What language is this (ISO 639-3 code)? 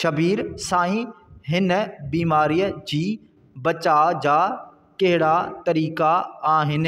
snd